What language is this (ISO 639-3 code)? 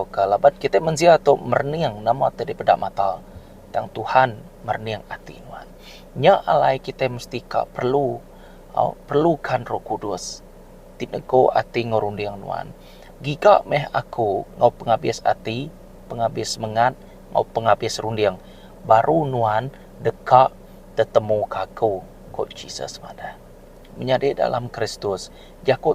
iba